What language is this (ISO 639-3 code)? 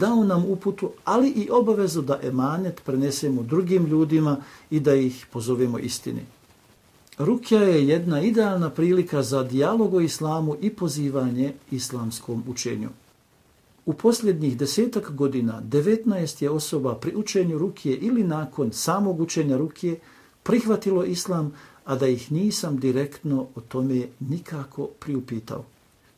bos